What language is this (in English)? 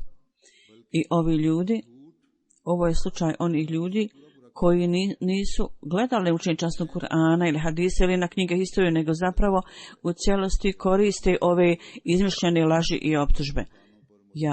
Bosnian